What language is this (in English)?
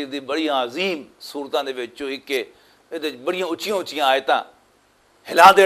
Western Panjabi